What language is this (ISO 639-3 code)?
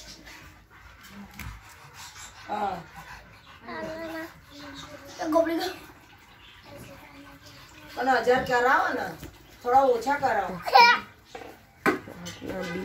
guj